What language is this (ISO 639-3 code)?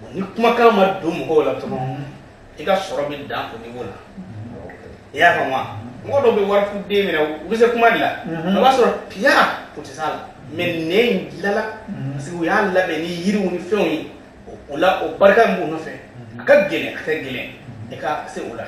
bam